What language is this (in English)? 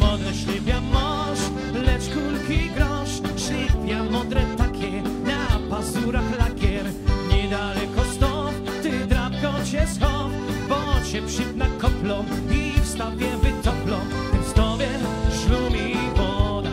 Silesian